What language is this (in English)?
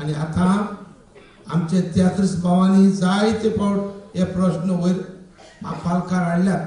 Konkani